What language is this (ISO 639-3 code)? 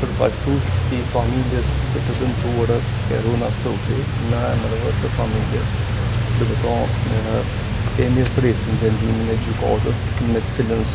sqi